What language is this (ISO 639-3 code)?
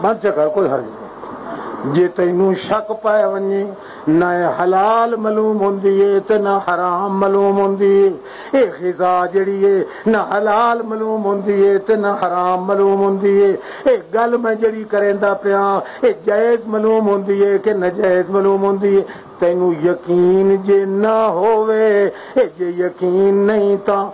lah